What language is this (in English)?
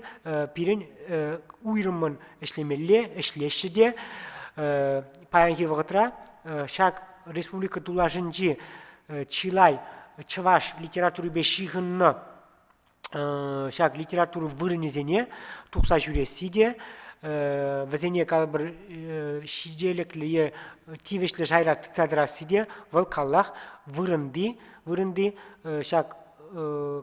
Chuvash